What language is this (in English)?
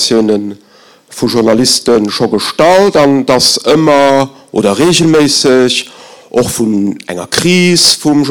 Luxembourgish